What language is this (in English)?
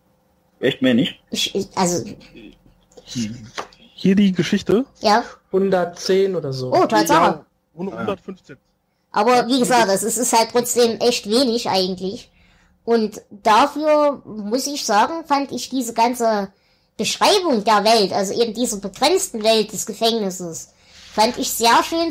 German